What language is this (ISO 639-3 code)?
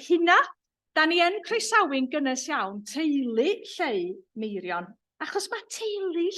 cym